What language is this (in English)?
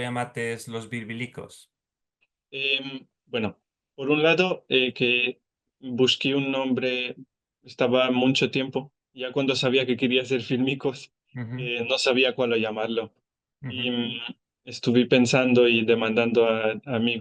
Ladino